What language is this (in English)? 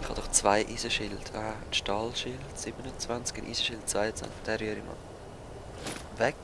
Swiss German